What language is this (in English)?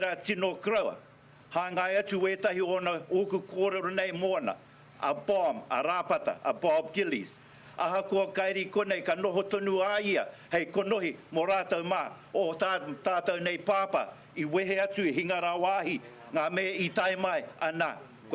Māori